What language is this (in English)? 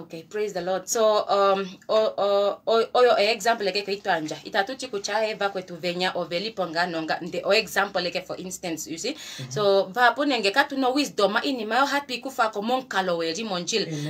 Kuanyama